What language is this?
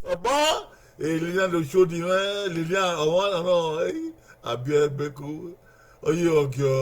Bini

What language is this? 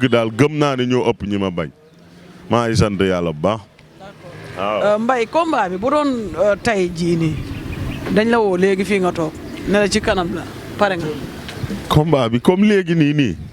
Wolof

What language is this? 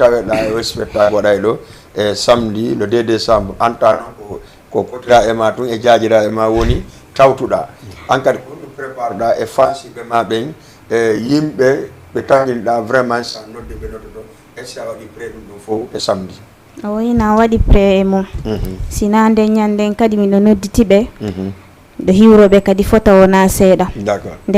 Fula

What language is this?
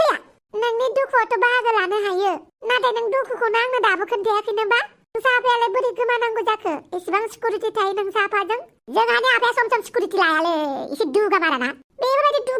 Bodo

